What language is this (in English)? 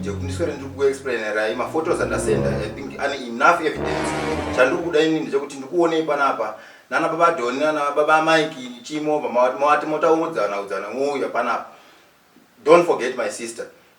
Shona